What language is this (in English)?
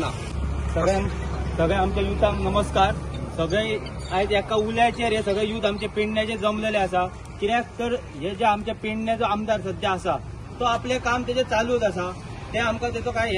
Konkani